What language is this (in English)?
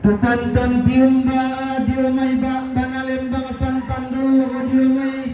Toraja-Sa'dan